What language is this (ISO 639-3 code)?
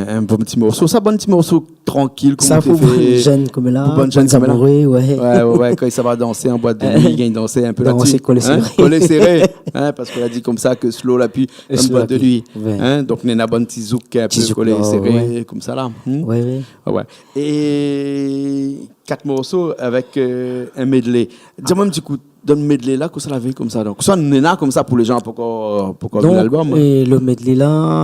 rcf